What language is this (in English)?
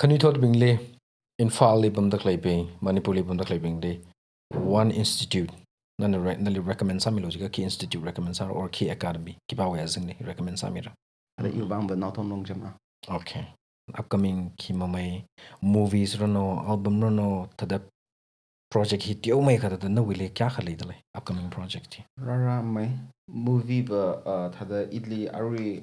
Tangkhul Naga (India)